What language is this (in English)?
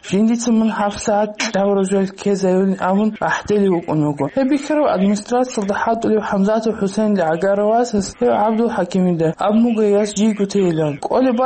Avaric